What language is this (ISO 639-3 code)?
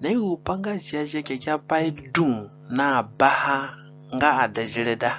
zne